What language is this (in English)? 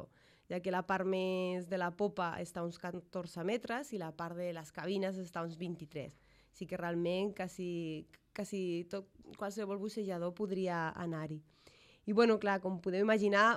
Catalan